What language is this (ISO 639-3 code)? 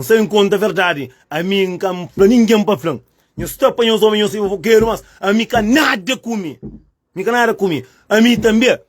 kea